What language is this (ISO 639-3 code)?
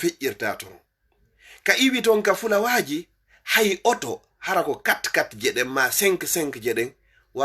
ful